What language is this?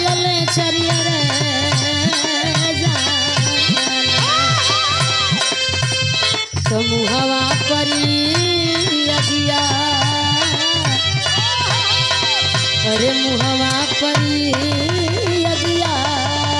Bhojpuri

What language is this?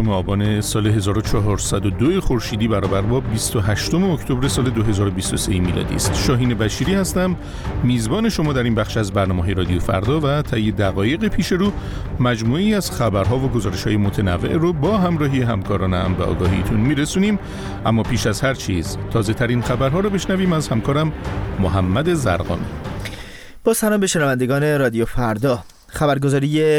Persian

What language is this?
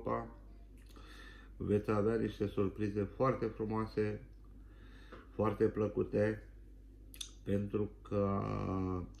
Romanian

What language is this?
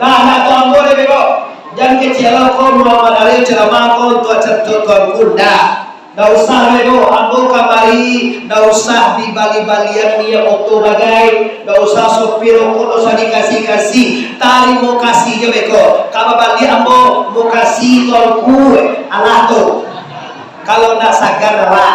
Minangkabau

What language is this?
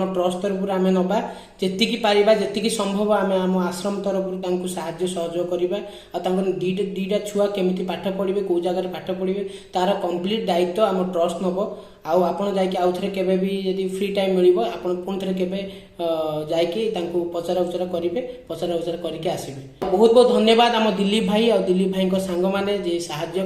Odia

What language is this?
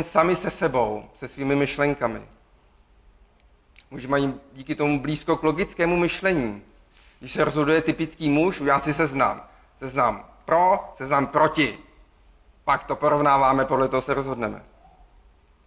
Czech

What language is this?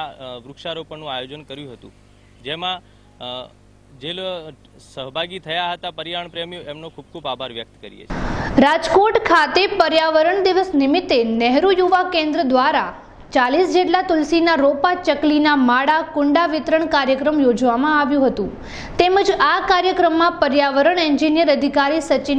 Gujarati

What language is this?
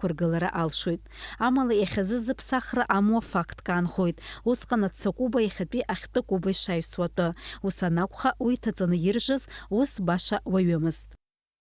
Abkhazian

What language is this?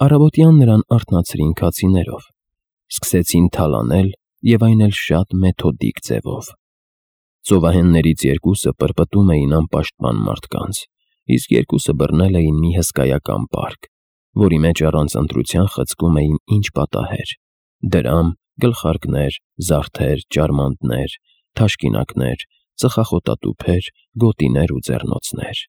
Armenian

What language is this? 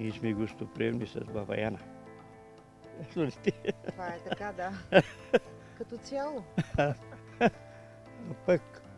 Bulgarian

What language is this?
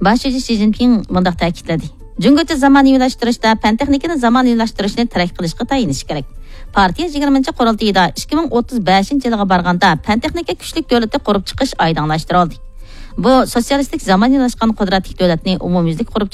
Uyghur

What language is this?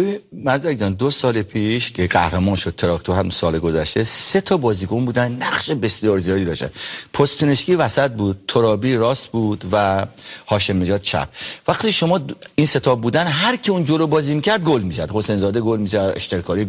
Persian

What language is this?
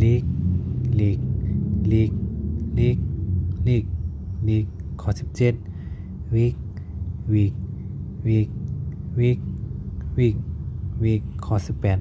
Shan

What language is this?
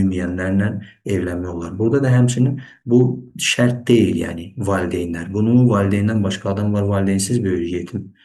Azerbaijani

